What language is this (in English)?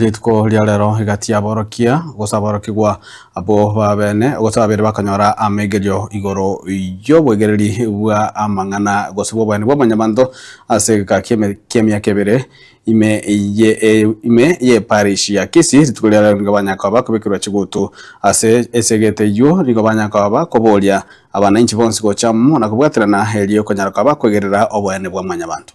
Gusii